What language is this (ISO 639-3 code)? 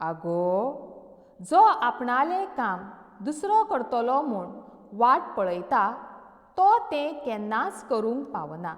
kok